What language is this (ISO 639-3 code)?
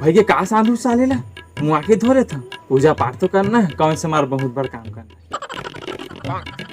hne